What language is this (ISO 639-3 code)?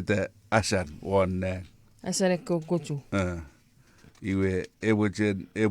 chk